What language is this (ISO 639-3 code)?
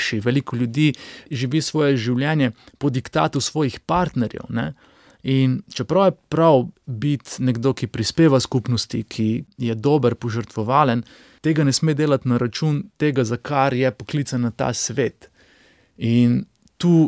slv